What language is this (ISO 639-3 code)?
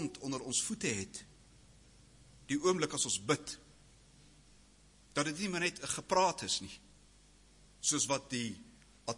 afr